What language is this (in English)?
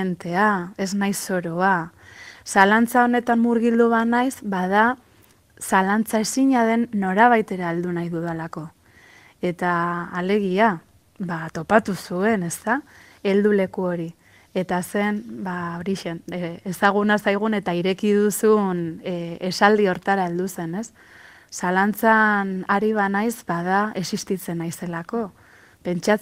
Basque